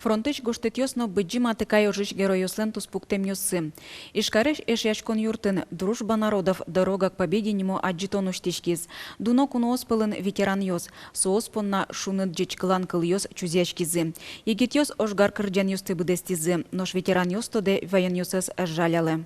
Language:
Udmurt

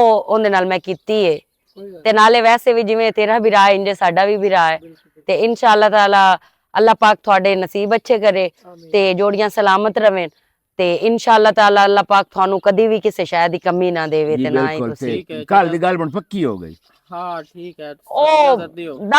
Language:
Western Panjabi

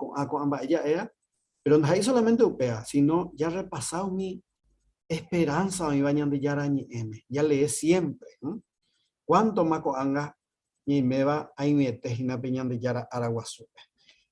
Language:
Guarani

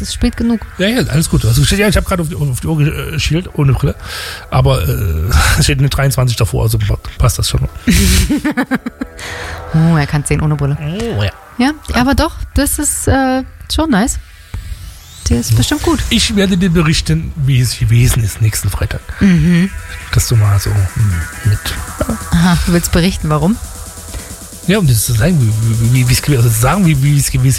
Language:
German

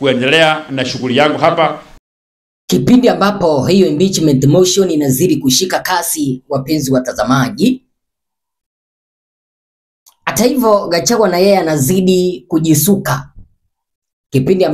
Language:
Swahili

